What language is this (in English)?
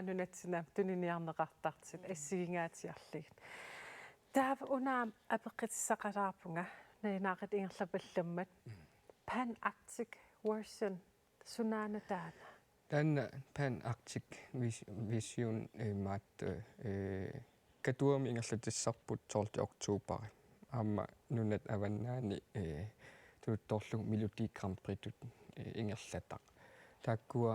Kalaallisut